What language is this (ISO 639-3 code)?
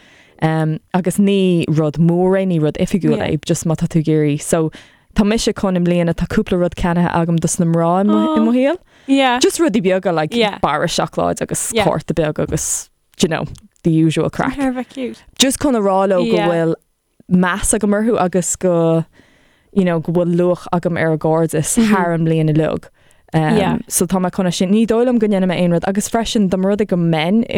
gle